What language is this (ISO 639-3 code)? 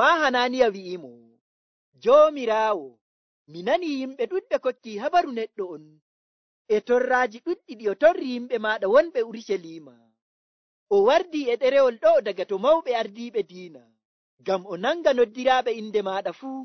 fuv